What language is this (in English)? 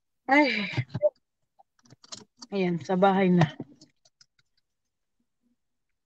Filipino